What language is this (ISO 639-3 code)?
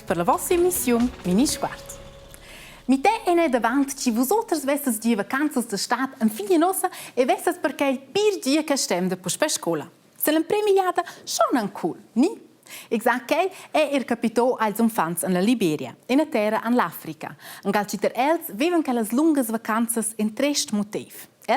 roh